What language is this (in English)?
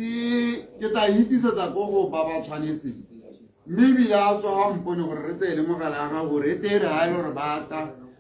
Tswana